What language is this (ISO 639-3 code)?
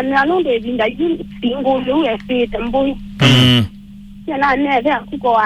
kam